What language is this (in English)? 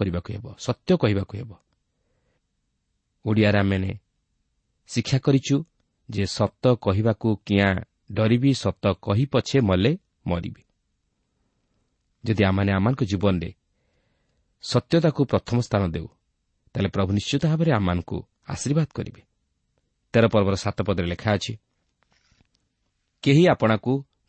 Odia